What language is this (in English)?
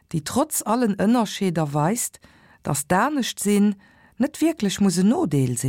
Luxembourgish